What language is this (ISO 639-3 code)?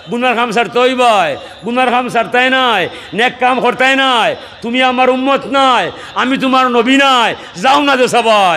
syl